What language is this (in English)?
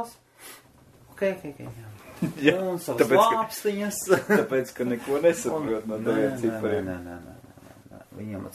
Latvian